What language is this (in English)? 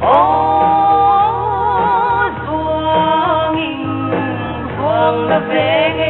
Paite Chin